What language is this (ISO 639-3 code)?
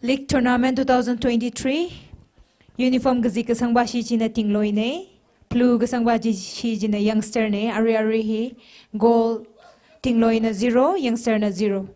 nmf